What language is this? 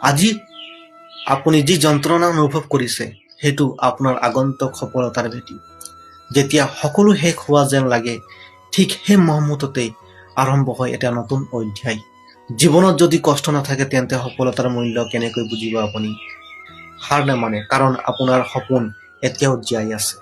Assamese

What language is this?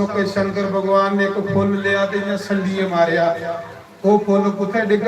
Dogri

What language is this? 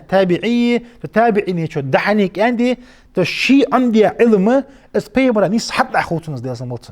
Ingush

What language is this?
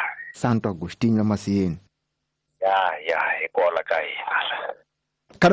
Tsonga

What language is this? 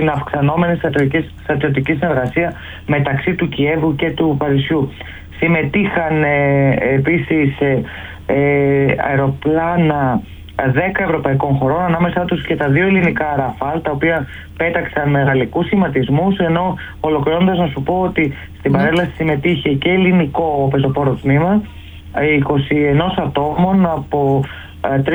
Greek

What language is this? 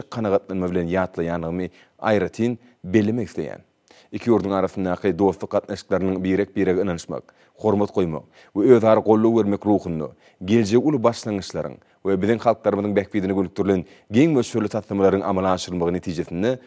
Turkmen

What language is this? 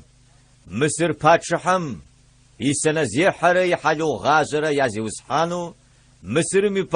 Adyghe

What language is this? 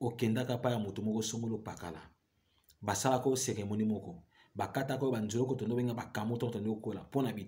Lingala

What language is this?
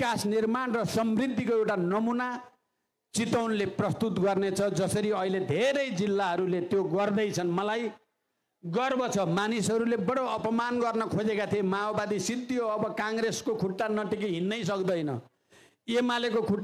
Nepali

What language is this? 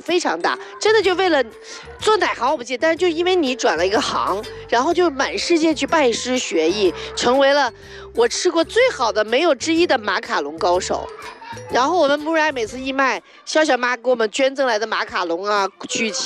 Chinese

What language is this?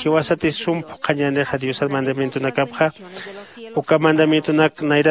Aymara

